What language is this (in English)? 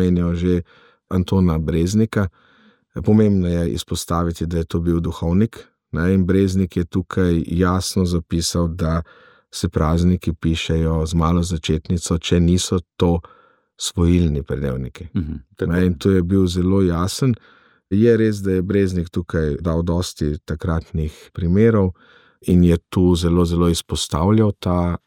Slovenian